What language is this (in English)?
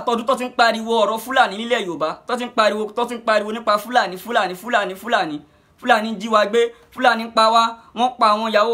Yoruba